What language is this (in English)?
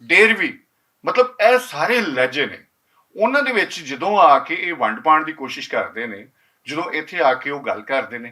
Western Panjabi